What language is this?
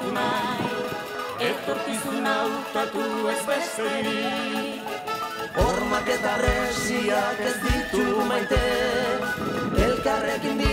Basque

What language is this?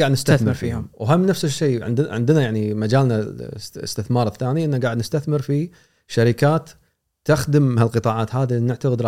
Gulf Arabic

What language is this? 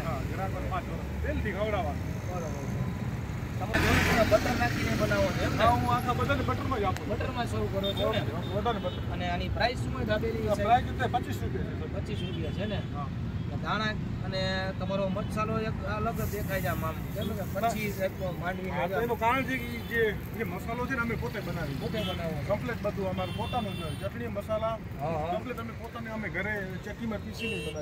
Gujarati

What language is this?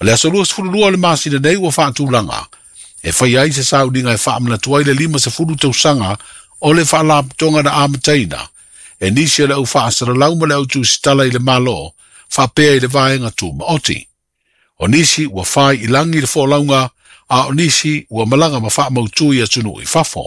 Samoan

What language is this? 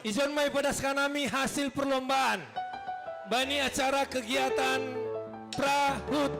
Batak Simalungun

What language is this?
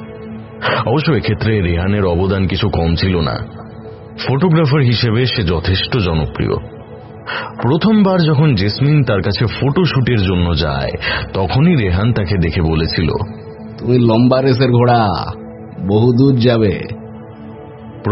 Bangla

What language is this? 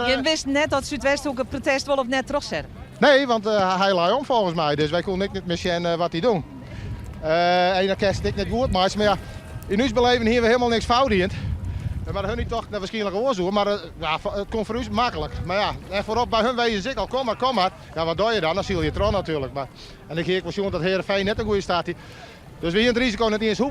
Western Frisian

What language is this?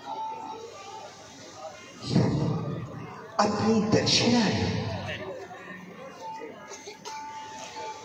Hindi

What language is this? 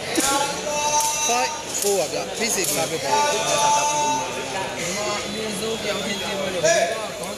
Burmese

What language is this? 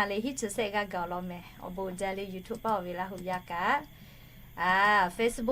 Lahu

